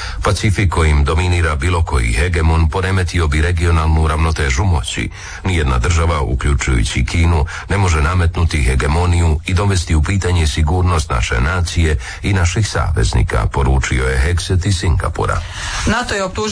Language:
Croatian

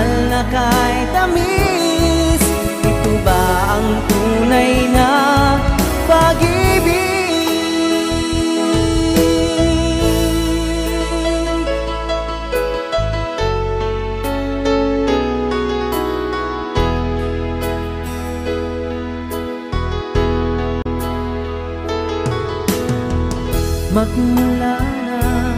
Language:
Filipino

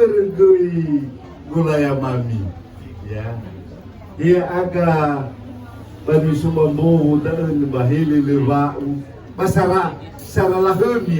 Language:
Nias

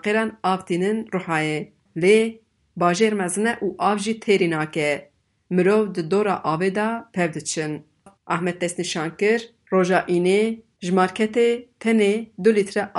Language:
Kurdish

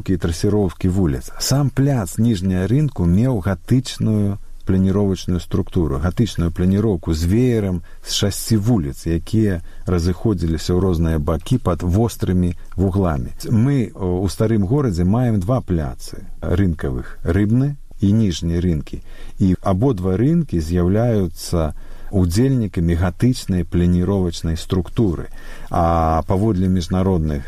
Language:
Belarusian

